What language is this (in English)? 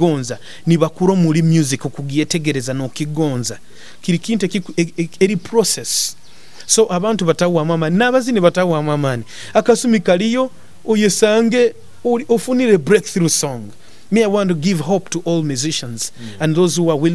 Nyoro